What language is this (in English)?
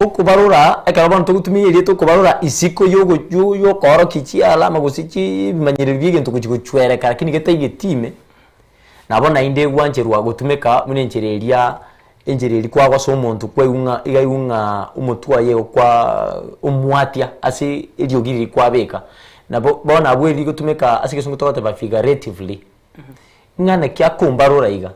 Gusii